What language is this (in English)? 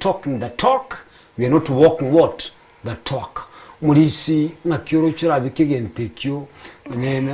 Gusii